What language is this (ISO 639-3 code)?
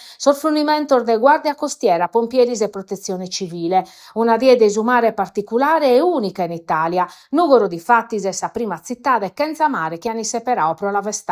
srd